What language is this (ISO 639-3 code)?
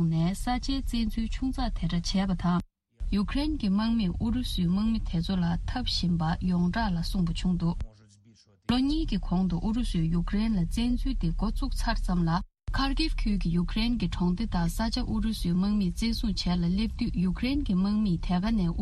bod